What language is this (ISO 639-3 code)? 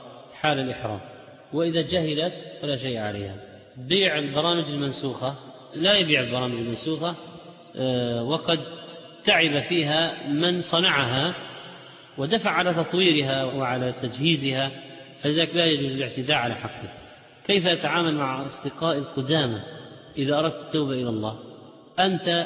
ara